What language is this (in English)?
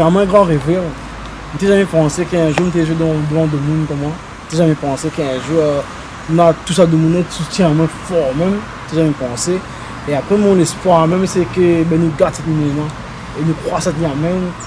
Réunion Creole French